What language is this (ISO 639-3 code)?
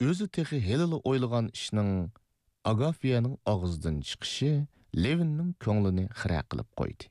uig